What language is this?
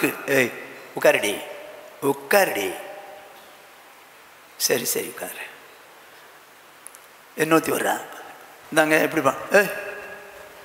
Tamil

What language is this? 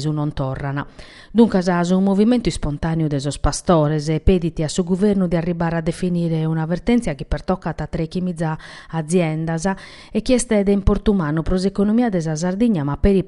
Sardinian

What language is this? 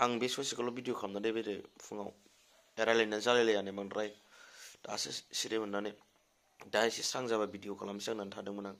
Bodo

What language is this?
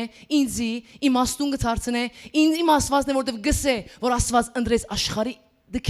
Western Armenian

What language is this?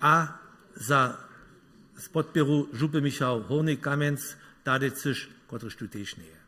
Upper Sorbian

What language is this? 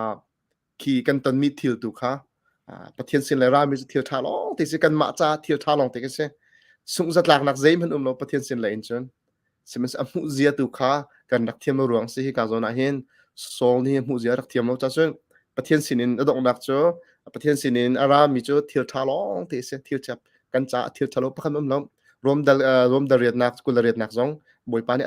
Hakha Chin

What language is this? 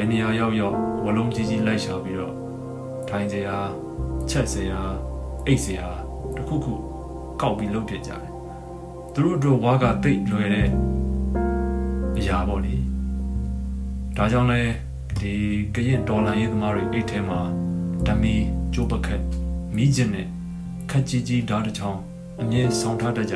Burmese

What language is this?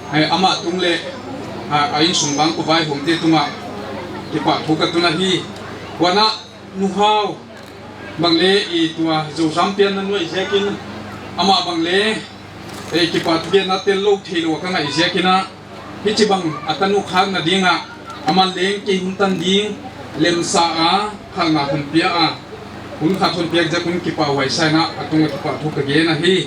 Paite Chin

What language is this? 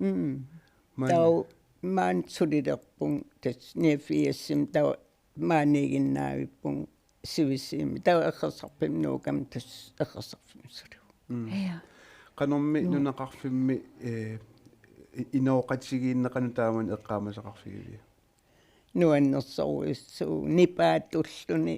Kalaallisut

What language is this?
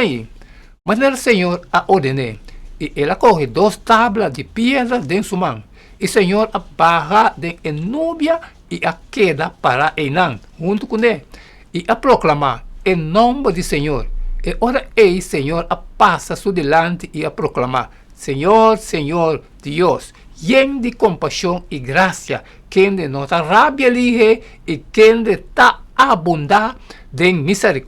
Papiamento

